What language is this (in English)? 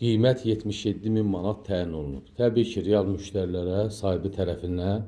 Azerbaijani